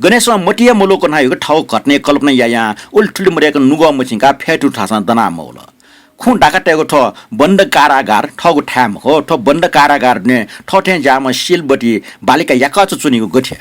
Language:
Newari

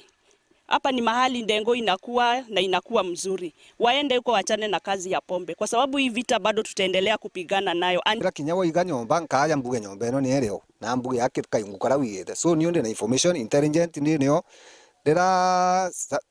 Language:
Meru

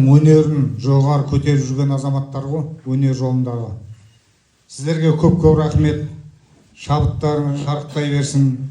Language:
Kazakh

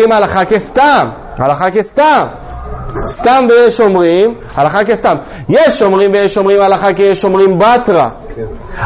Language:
Hebrew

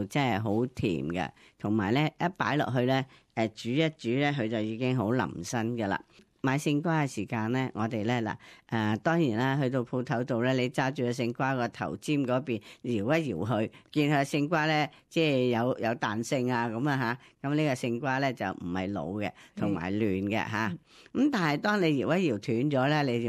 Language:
Cantonese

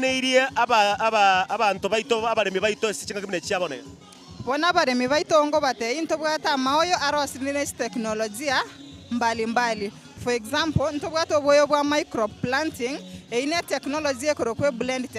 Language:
Gusii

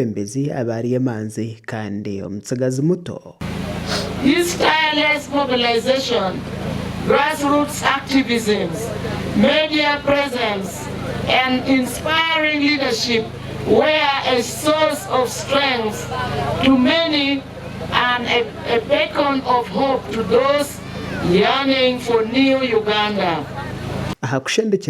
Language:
Nyankole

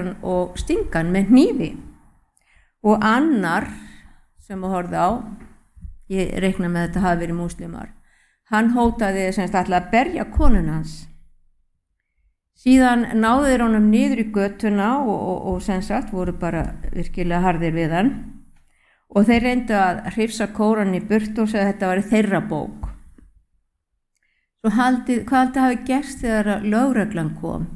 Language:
Icelandic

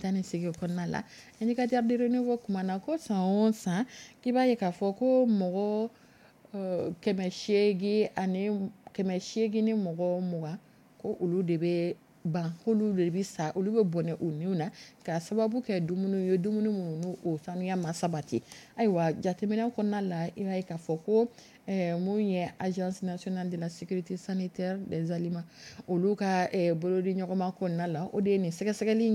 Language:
Dyula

